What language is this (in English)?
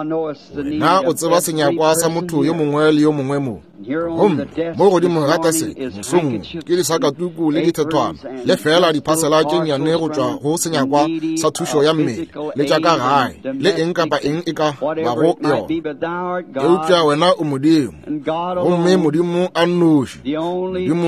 Northern Sotho